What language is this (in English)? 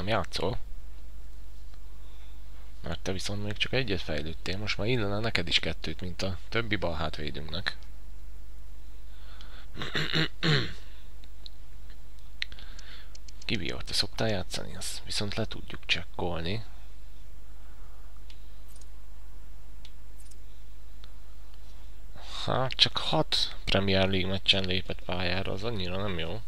Hungarian